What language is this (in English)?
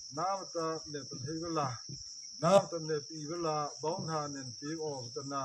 Mara Chin